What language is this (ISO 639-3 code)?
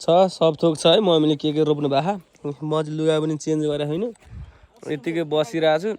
nep